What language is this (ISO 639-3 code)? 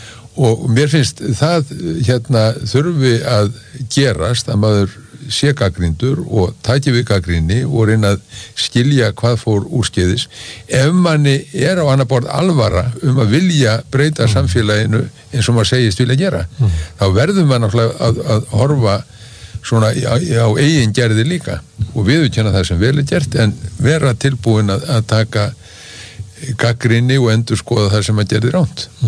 isl